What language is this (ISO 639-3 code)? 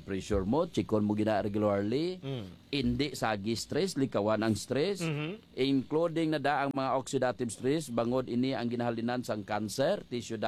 hil